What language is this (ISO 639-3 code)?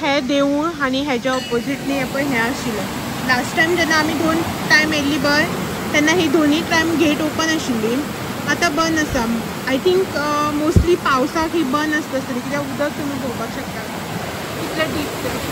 kok